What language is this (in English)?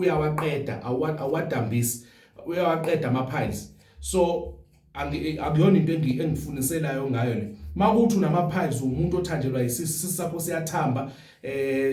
Zulu